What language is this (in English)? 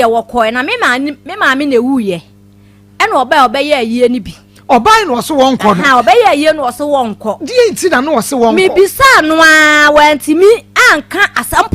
Akan